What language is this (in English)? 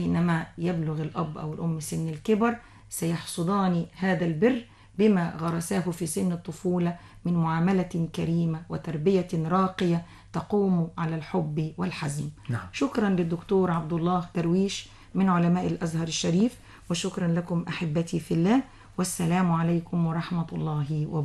Arabic